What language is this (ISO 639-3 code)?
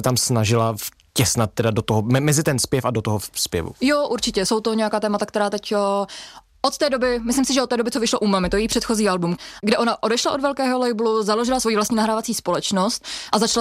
ces